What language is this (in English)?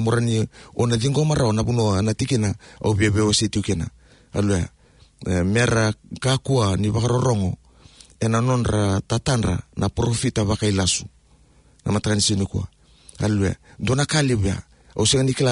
Fijian